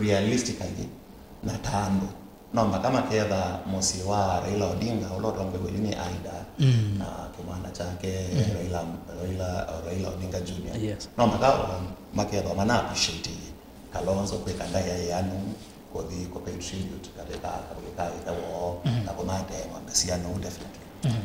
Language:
Kamba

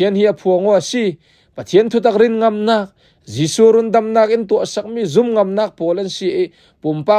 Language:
Falam Chin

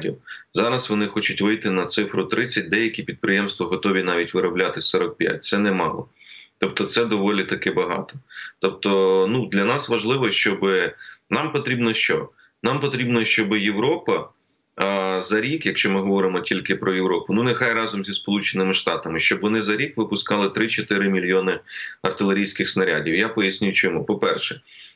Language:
Ukrainian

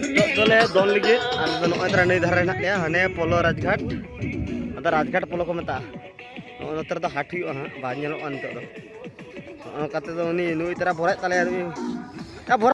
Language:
Santali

